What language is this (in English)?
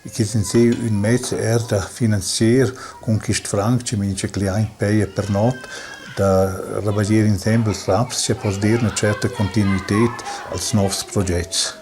Romansh